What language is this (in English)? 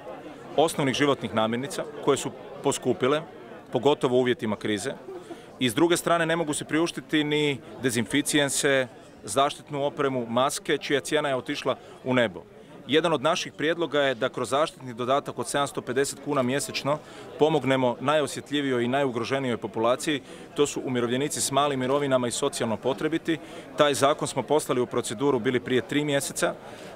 Croatian